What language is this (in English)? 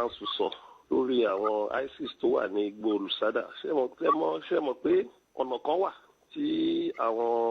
Yoruba